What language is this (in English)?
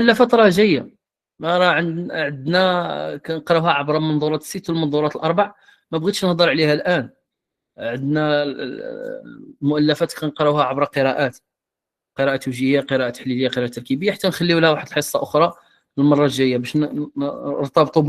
Moroccan Arabic